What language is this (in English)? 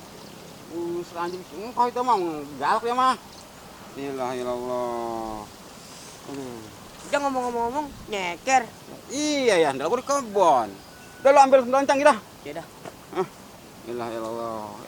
Betawi